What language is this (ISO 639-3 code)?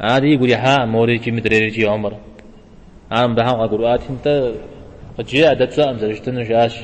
kbd